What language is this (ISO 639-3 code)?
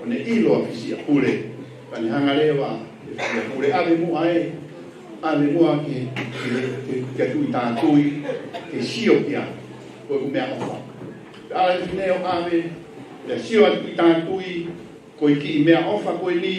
ton